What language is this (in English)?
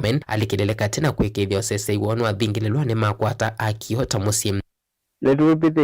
Kamba